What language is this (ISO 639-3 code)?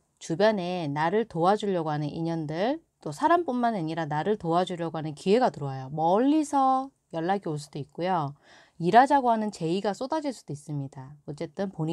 kor